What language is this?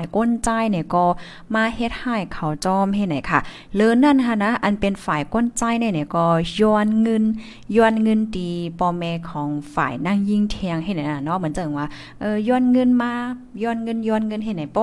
Thai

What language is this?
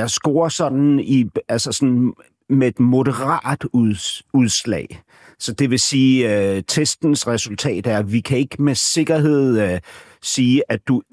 Danish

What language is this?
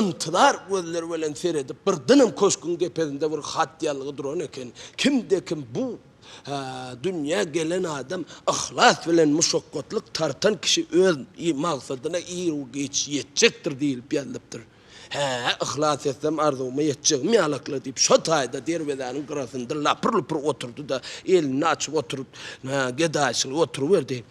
Turkmen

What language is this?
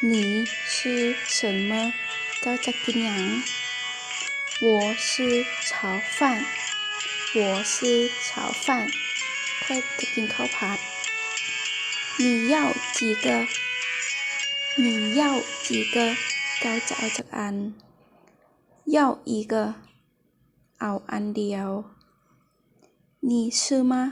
Lao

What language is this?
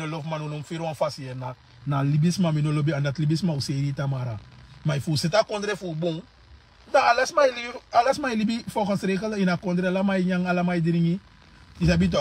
Sranan Tongo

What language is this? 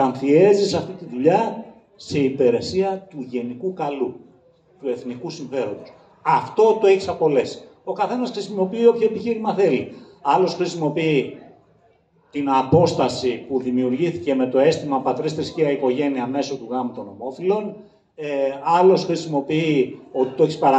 Greek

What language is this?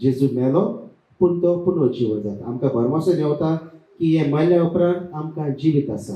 Konkani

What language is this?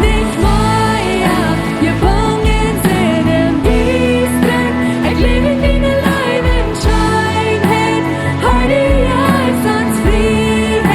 Plautdietsch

